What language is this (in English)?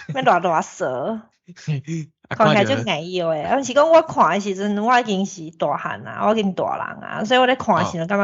Min Nan Chinese